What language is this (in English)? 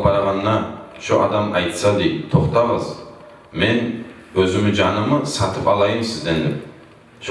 Kumyk